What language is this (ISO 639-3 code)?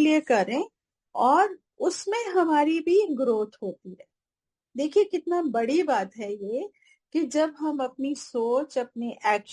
hin